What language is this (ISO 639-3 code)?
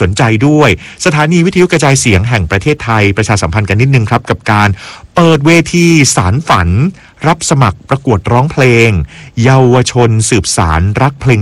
tha